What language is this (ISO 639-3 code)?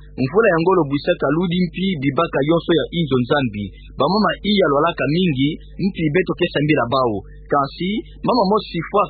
ktu